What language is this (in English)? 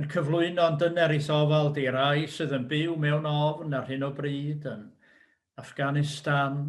Welsh